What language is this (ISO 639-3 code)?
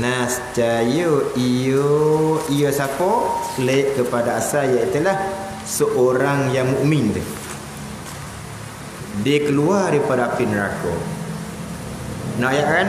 msa